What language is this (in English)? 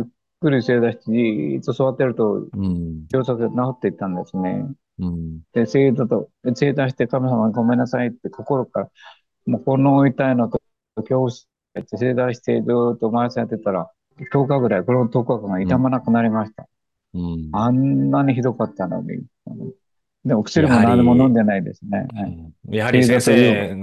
Japanese